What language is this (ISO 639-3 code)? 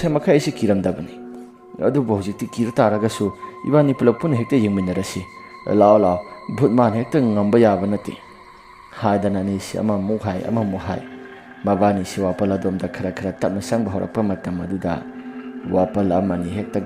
mni